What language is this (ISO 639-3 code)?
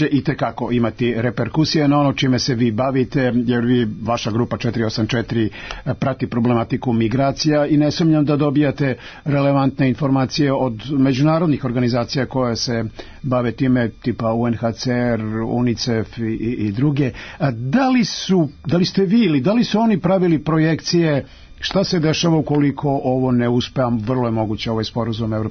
srp